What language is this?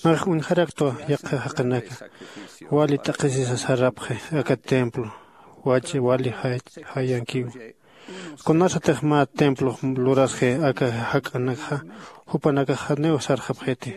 Aymara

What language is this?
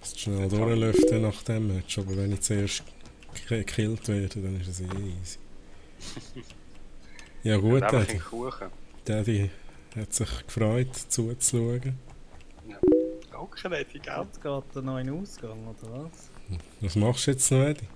Swiss German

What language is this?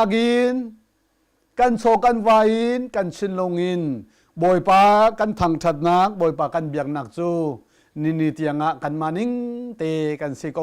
Hakha Chin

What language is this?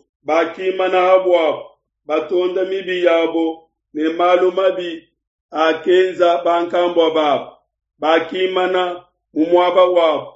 Luba-Lulua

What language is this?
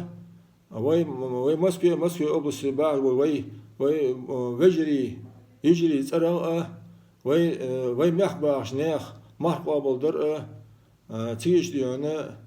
Ingush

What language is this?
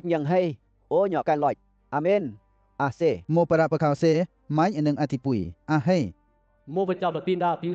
Western Lawa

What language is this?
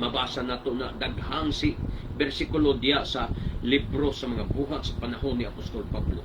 Cebuano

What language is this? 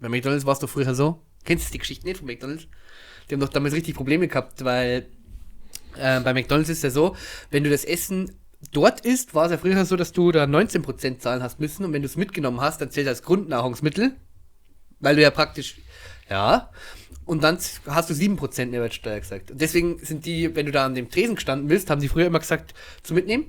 Bavarian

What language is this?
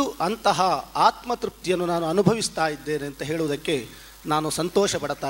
Kannada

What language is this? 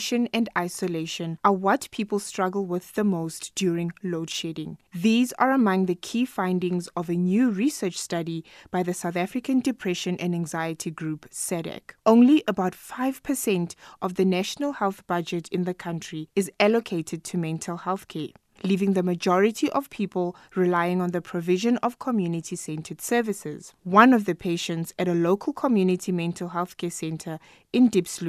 English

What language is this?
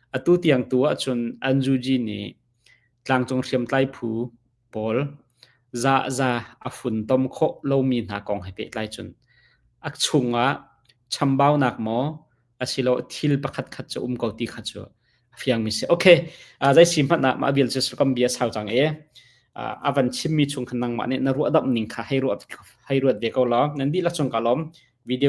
Hakha Chin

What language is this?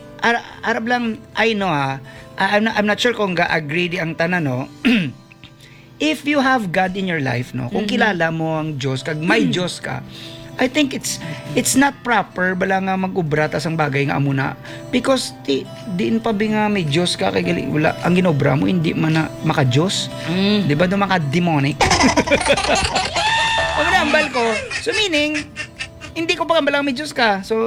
Hiligaynon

